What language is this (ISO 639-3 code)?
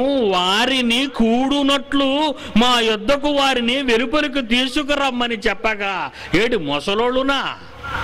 tel